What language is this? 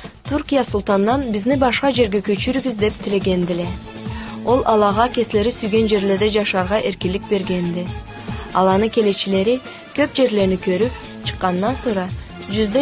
Karachay-Balkar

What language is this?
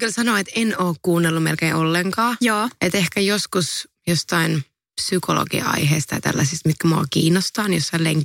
Finnish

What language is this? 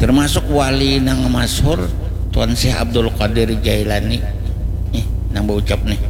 Banjar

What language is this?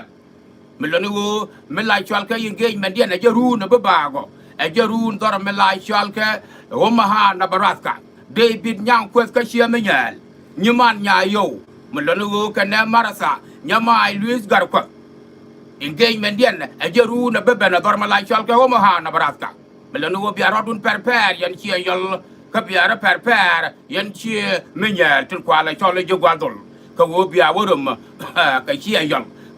Nuer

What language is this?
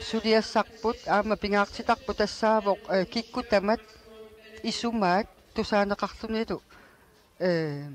Kalaallisut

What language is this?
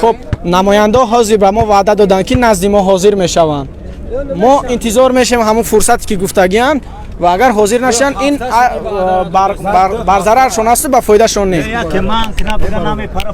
Tajik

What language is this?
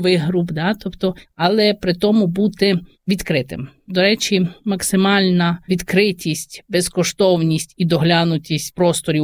Ukrainian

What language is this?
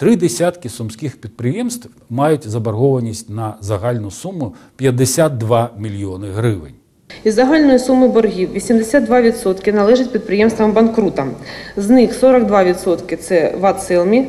Ukrainian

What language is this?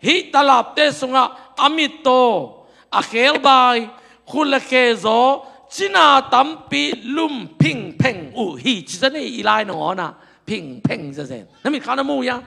Tedim Chin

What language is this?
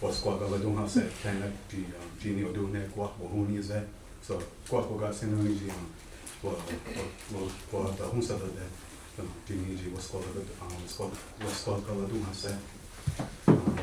Mohawk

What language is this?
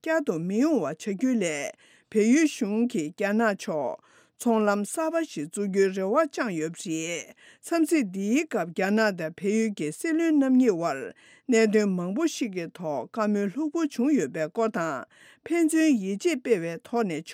Tibetan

